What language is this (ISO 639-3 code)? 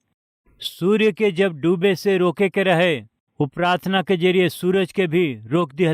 bho